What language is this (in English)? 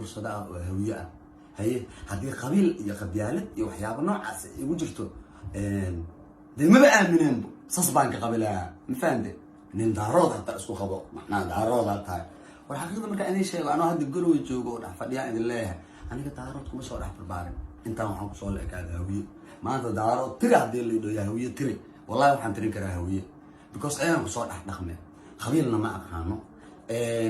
Somali